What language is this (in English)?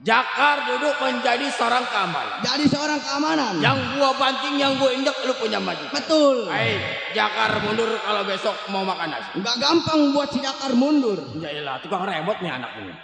Betawi